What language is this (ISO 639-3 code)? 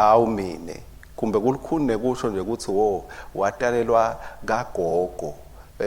ssw